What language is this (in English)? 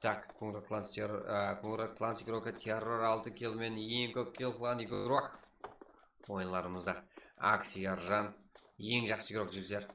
Kara-Kalpak